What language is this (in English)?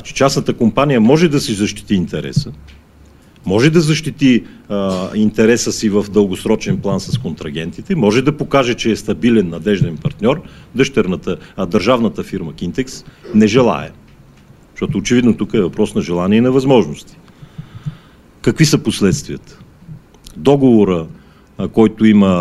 Bulgarian